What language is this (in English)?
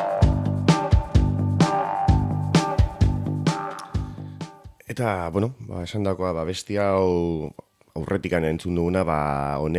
Basque